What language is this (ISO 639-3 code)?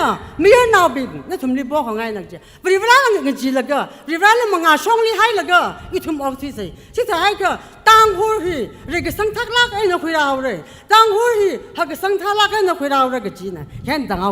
nmf